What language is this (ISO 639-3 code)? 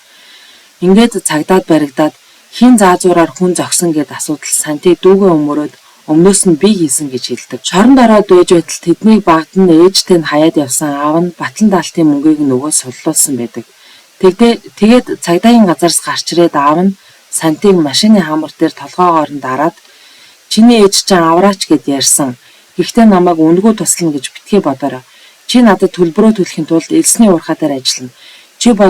mon